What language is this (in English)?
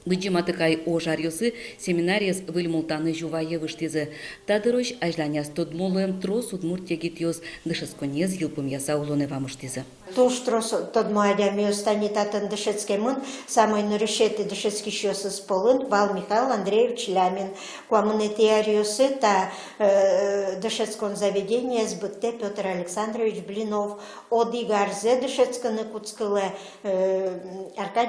Udmurt